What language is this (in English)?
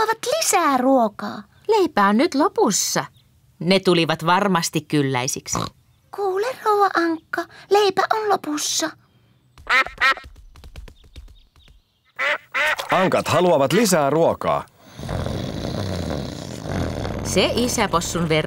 Finnish